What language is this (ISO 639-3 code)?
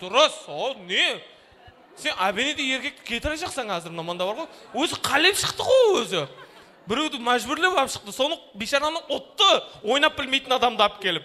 kaa